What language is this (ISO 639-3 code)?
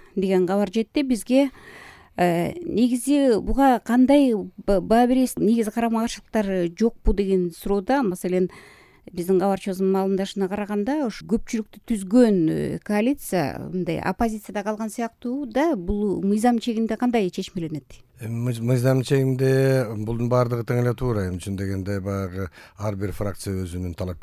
kir